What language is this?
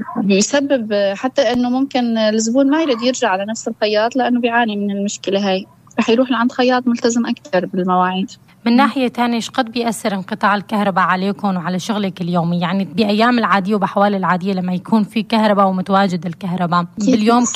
North Levantine Arabic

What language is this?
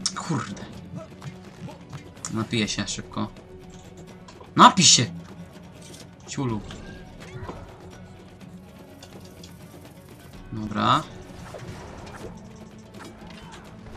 Polish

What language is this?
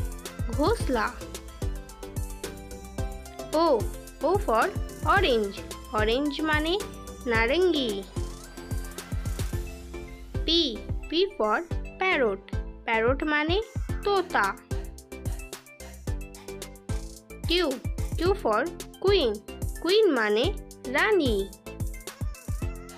Hindi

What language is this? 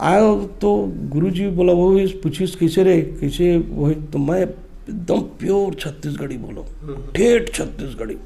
Chhattisgarhi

